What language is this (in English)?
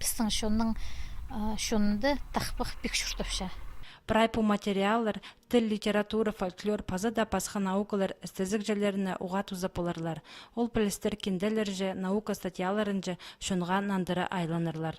Khakas